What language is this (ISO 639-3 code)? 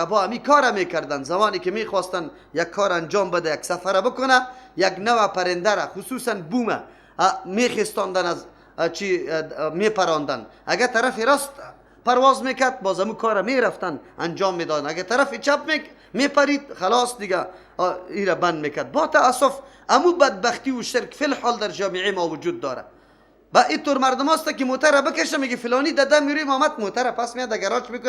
fas